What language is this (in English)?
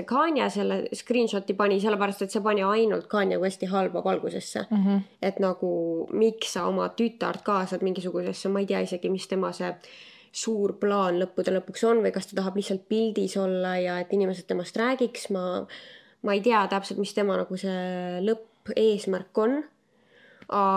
Estonian